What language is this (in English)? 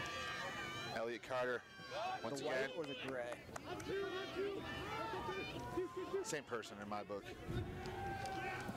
English